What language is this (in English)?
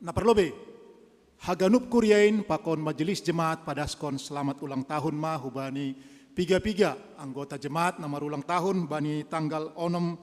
Batak Simalungun